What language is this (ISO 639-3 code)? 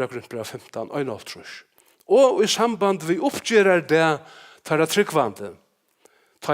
fao